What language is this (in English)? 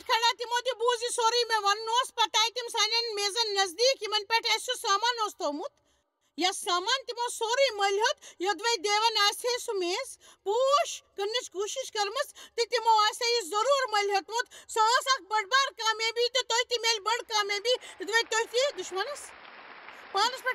Kashmiri